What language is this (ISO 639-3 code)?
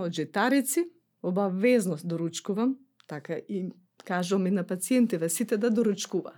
mkd